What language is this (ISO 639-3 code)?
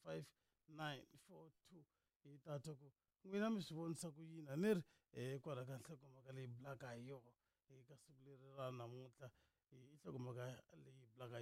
tso